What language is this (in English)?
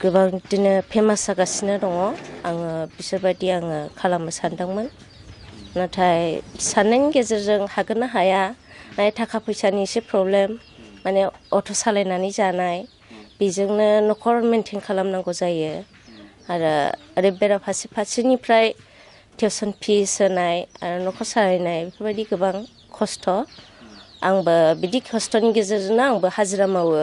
Bodo